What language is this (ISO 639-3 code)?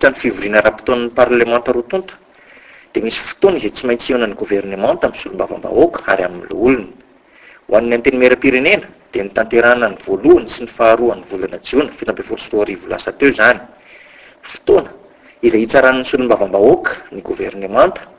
mlg